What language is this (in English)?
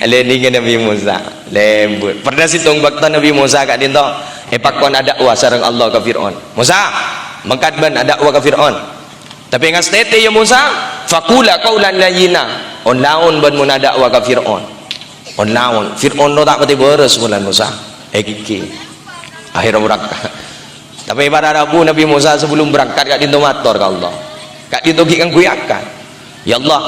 Madurese